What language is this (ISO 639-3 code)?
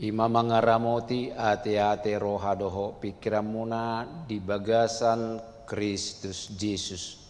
bbc